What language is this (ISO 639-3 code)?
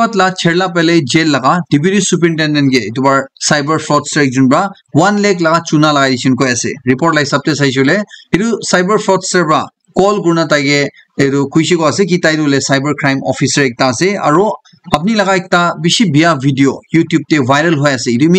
nag